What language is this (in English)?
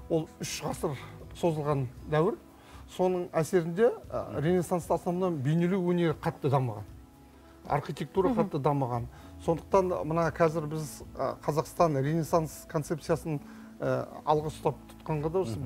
Kazakh